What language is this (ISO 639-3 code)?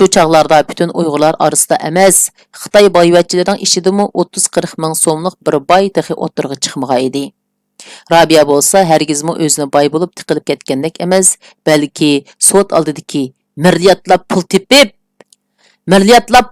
uig